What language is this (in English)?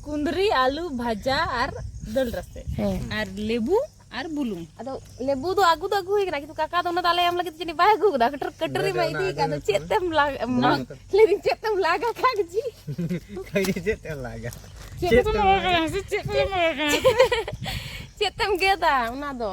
Santali